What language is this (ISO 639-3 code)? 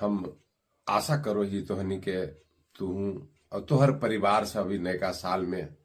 mag